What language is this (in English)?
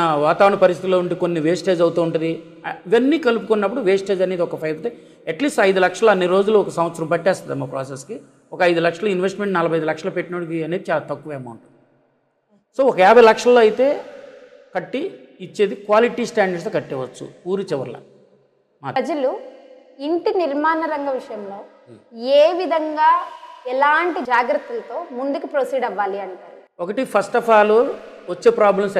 Telugu